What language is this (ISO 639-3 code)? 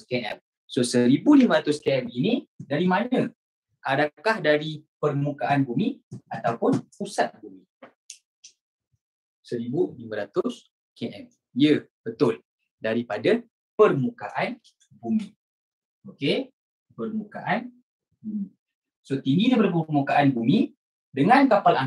msa